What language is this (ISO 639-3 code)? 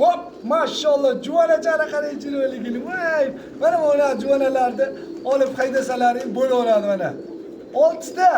uzb